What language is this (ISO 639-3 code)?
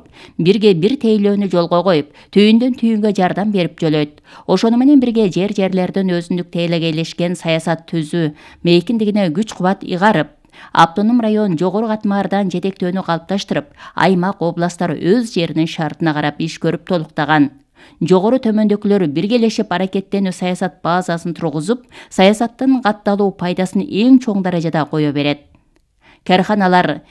kir